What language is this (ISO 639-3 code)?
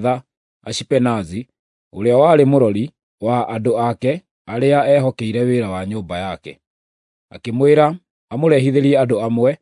kik